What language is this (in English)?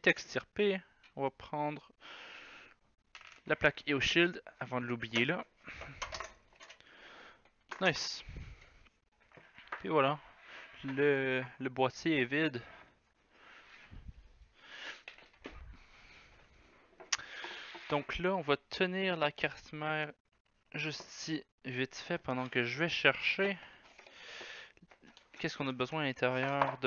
French